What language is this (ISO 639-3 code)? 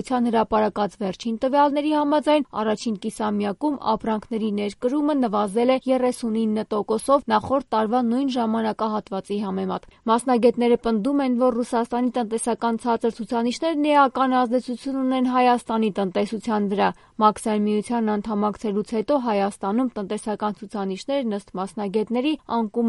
hye